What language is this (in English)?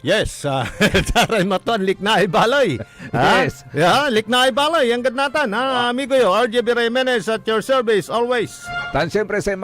Pangasinan